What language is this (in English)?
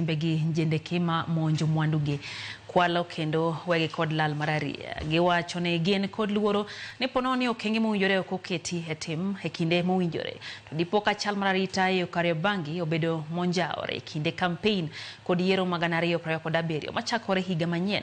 Luo (Kenya and Tanzania)